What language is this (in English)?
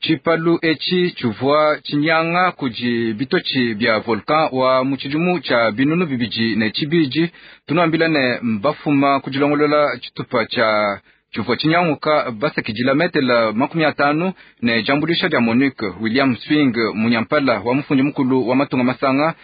Luba-Lulua